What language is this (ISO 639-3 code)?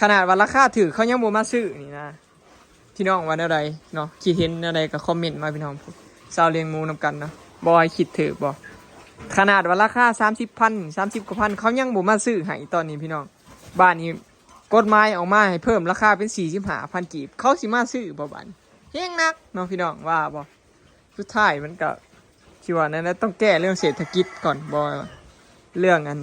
lao